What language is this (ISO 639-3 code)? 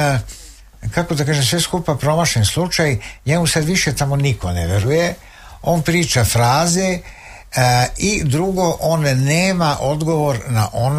srp